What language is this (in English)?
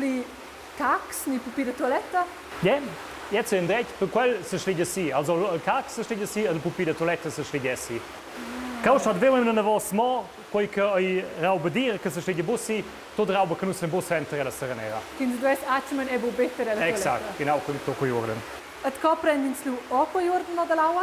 Romansh